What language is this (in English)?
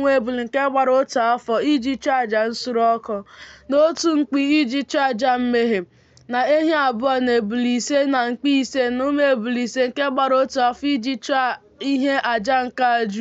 Igbo